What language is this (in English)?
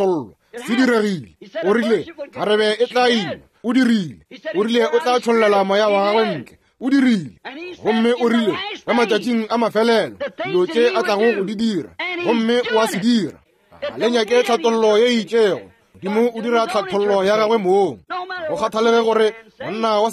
Northern Sotho